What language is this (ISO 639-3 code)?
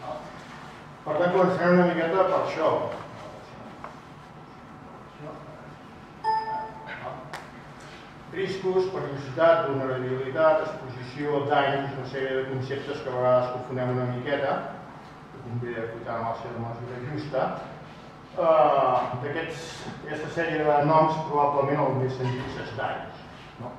cat